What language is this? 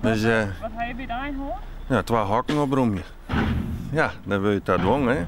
Western Frisian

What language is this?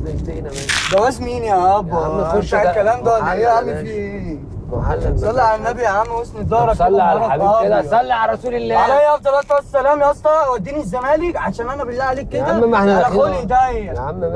Egyptian Arabic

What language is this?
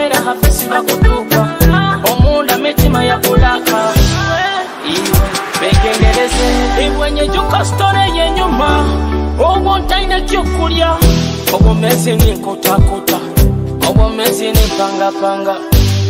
Nyoro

